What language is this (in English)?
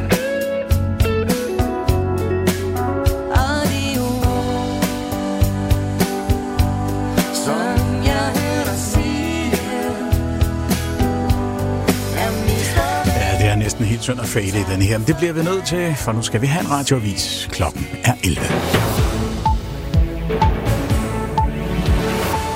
Danish